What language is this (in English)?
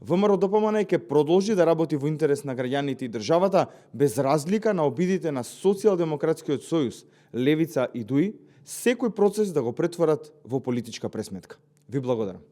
Macedonian